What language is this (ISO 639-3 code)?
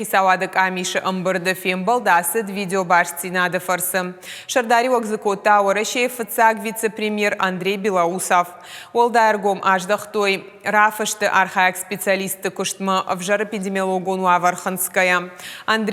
oss